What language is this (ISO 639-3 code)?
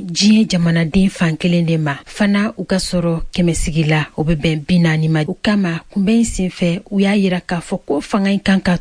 bam